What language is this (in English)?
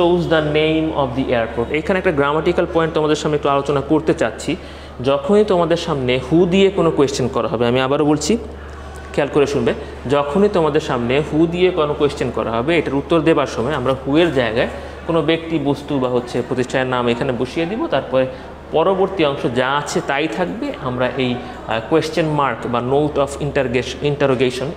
Bangla